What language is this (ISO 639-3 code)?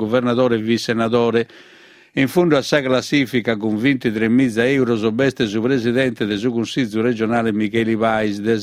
srd